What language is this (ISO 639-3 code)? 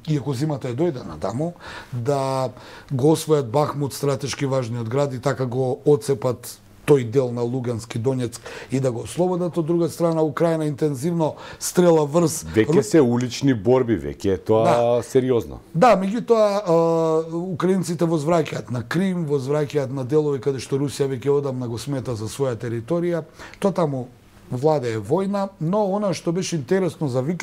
mkd